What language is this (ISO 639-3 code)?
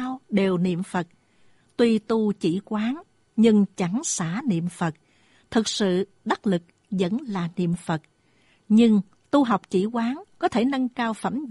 vie